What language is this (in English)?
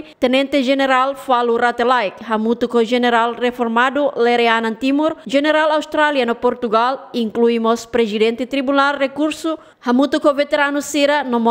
Tetum